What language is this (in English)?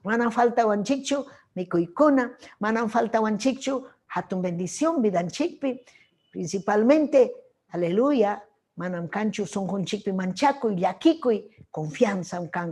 Ayacucho Quechua